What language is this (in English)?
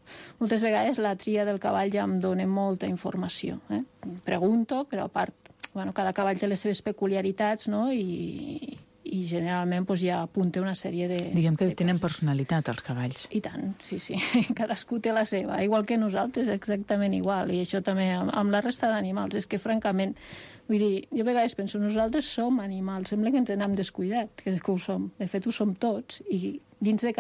Catalan